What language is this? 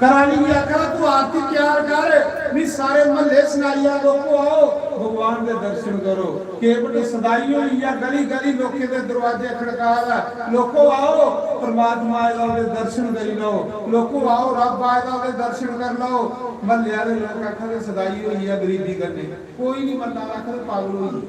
Dogri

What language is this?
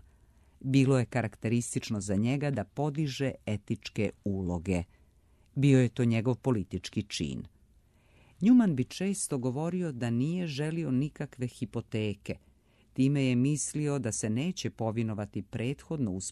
Croatian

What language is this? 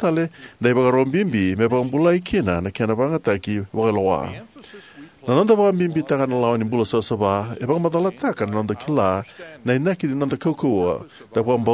Fijian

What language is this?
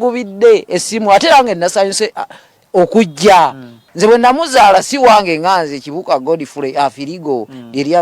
Ganda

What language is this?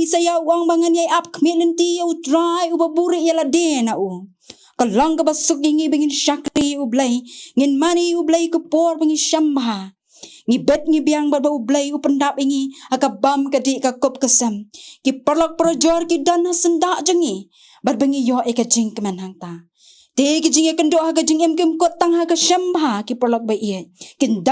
Khasi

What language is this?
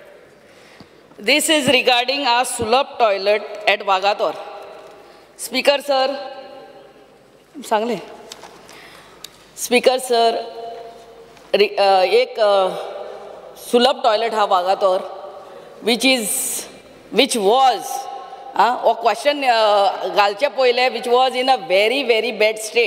Konkani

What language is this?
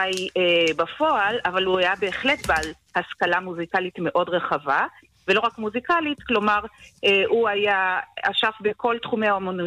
Hebrew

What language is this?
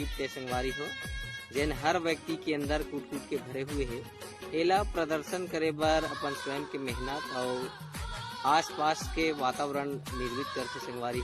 Chhattisgarhi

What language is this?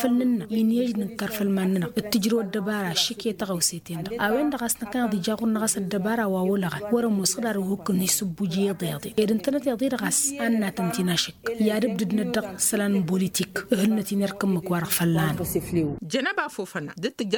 Tamasheq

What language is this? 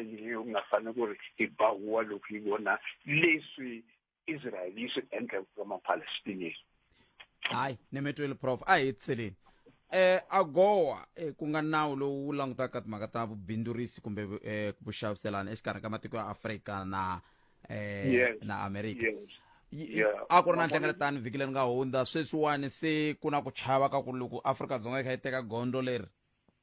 Tsonga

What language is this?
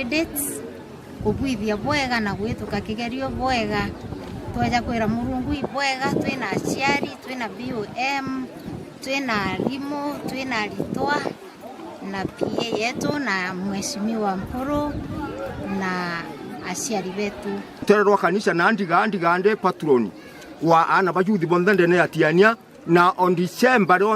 Meru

